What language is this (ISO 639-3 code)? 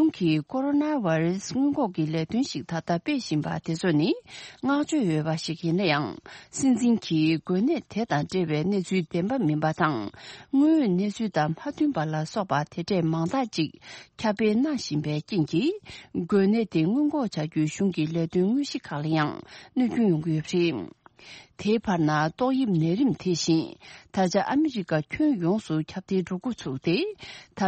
bod